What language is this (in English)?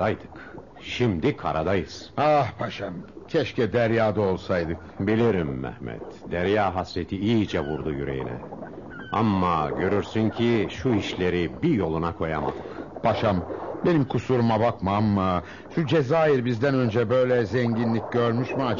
Turkish